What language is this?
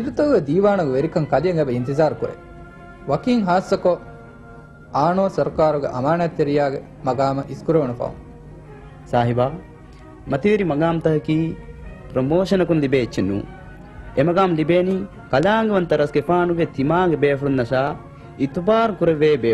Divehi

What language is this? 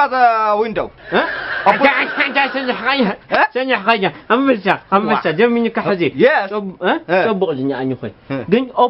Tigrinya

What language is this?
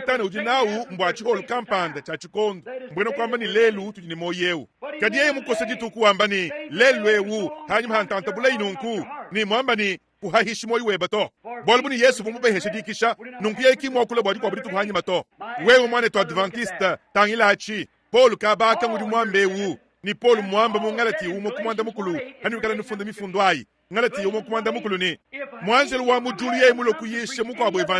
Luba-Lulua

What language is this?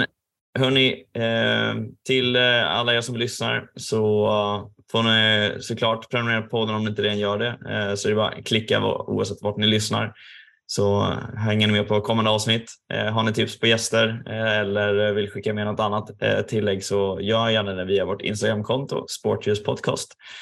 Swedish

